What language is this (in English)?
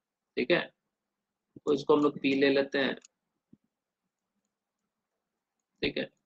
Hindi